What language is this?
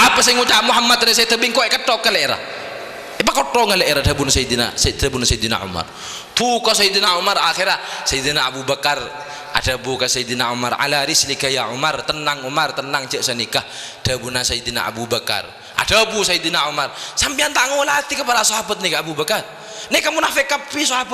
Madurese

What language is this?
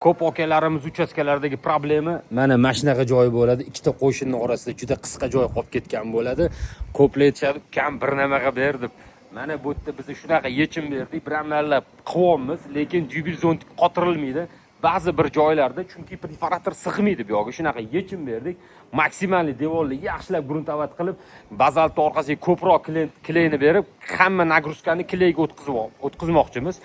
Uzbek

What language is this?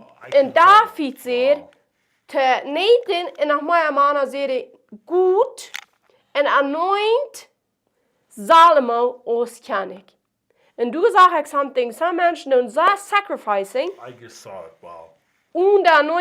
Plautdietsch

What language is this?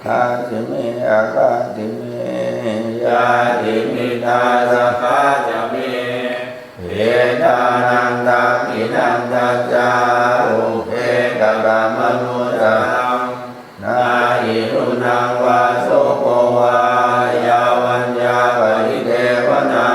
Pali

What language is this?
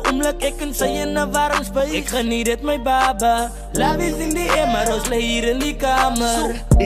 Afrikaans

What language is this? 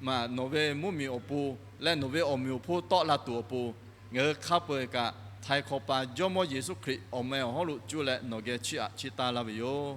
Lahu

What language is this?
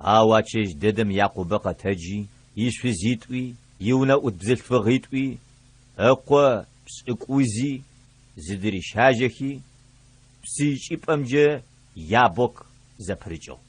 Adyghe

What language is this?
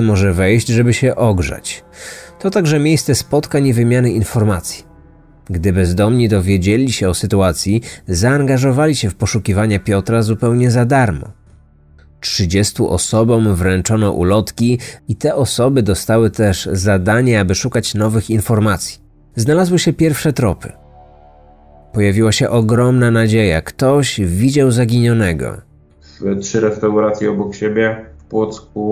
Polish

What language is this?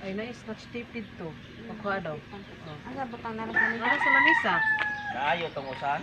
Cebuano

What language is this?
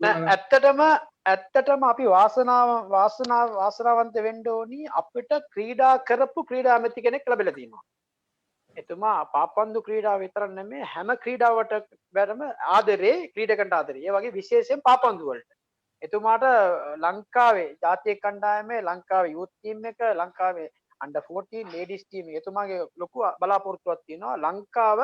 Sinhala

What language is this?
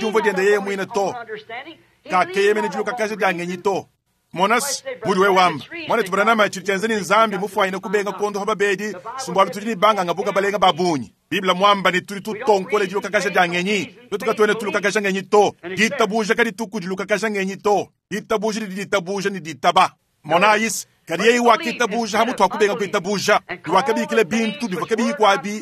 Luba-Lulua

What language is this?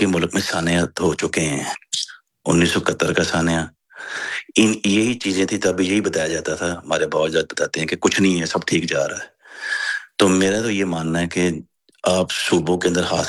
Urdu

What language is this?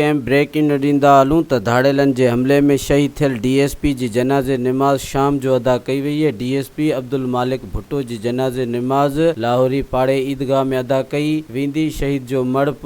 Sindhi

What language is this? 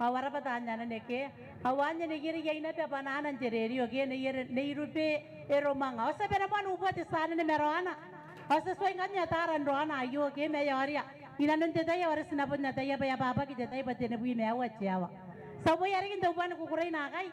Gilbertese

